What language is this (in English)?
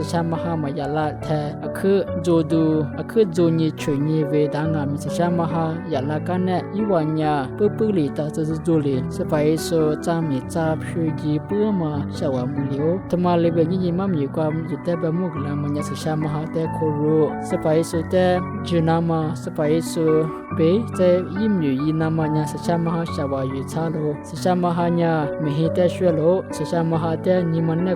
Lisu